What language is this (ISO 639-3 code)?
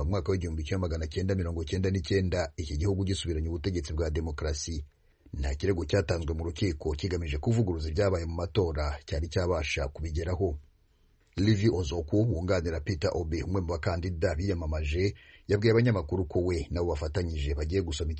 kin